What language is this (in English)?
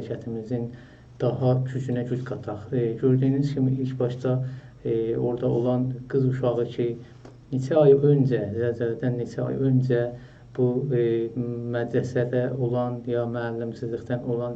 South Azerbaijani